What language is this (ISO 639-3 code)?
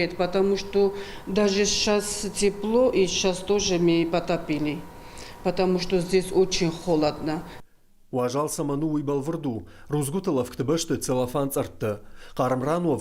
oss